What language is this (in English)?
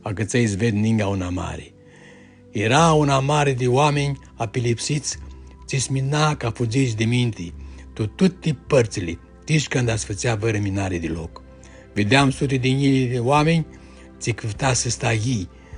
Aromanian